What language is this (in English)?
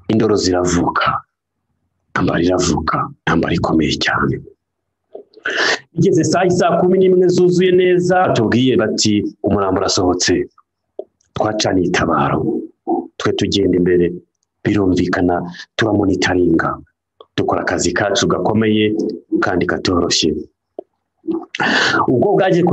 Kinyarwanda